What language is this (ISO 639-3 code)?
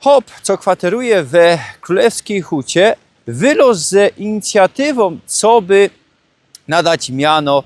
szl